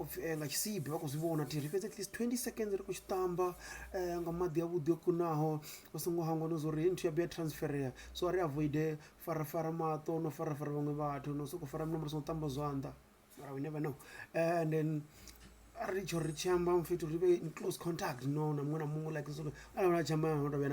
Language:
Venda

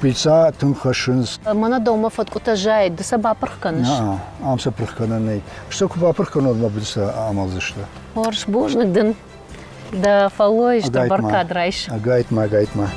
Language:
Ossetic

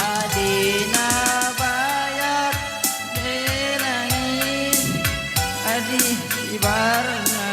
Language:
Batak Karo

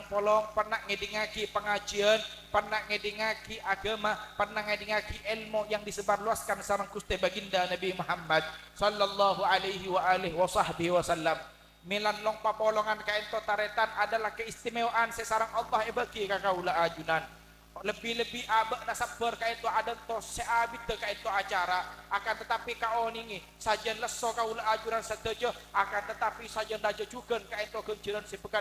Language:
Madurese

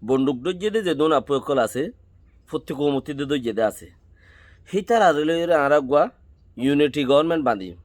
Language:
Rohingya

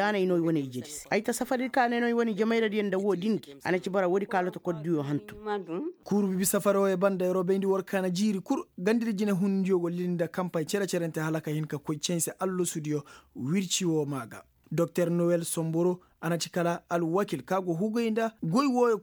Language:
Koyraboro Senni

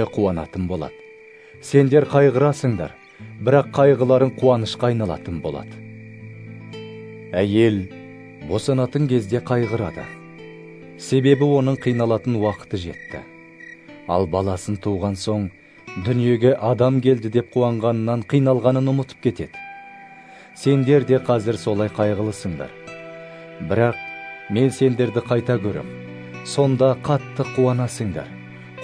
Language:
Kazakh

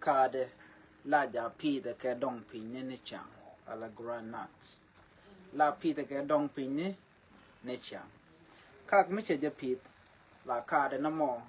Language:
Nuer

